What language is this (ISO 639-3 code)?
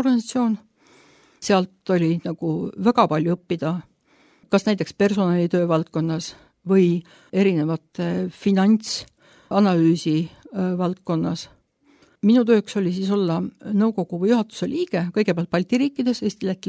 est